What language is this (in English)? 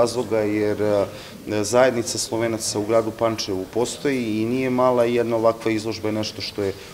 Serbian